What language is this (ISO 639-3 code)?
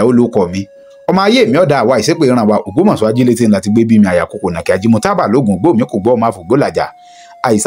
yor